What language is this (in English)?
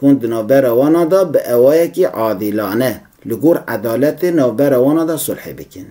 Kurdish